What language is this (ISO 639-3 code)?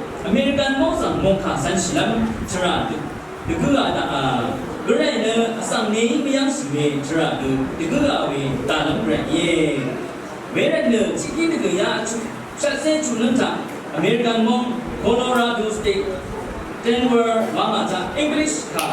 raw